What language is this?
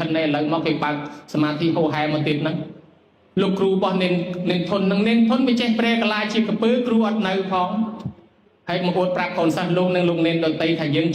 Khmer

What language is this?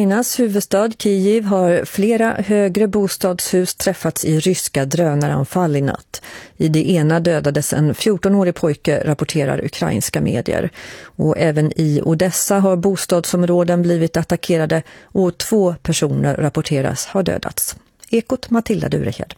Swedish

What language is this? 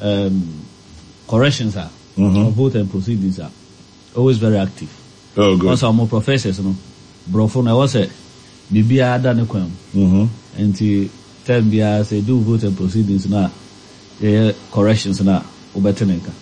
Akan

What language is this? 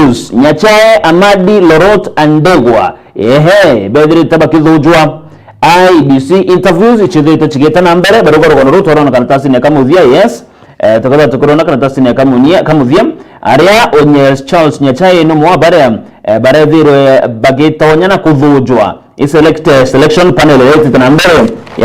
Meru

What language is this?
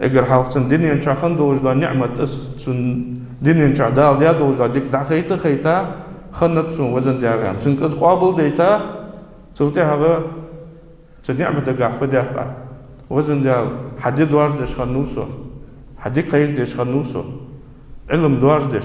Ingush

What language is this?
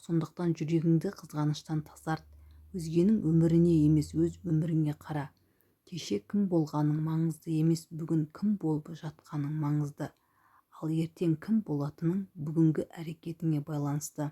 Kazakh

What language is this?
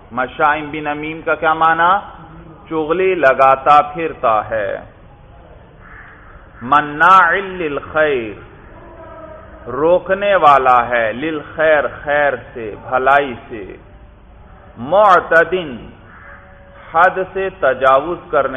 Urdu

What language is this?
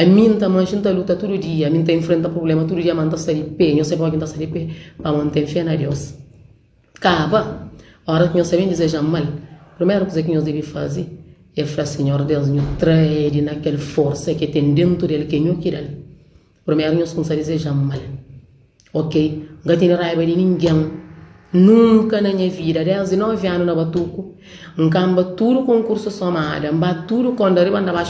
Kabuverdianu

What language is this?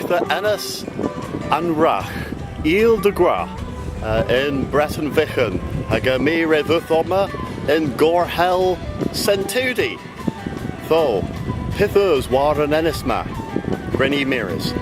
Cornish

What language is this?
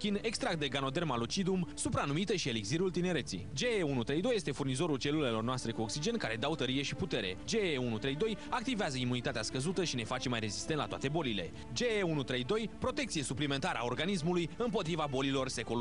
Romanian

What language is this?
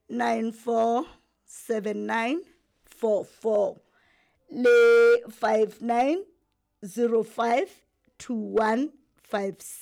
Southern Sotho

